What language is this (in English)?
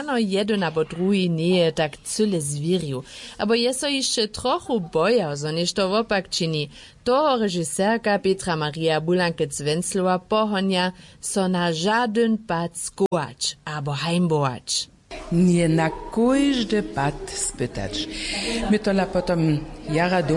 Upper Sorbian